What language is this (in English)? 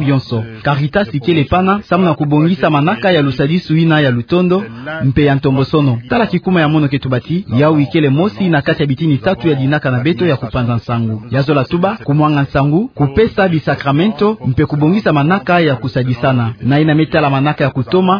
Kituba (Democratic Republic of Congo)